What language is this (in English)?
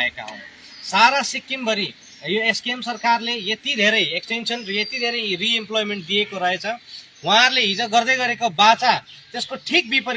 Nepali